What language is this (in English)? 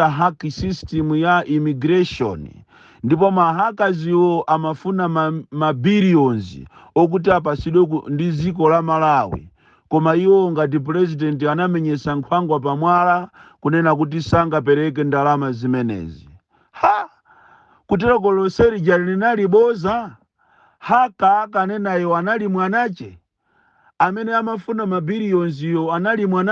Nyanja